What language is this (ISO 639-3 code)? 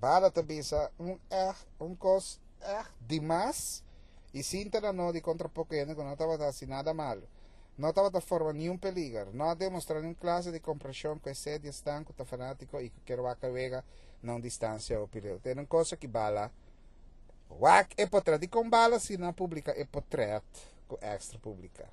pap